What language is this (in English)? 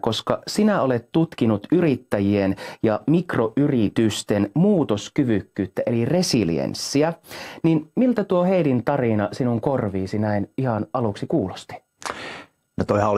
Finnish